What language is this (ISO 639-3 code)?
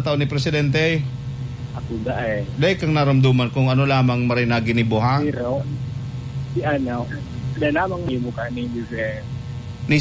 bik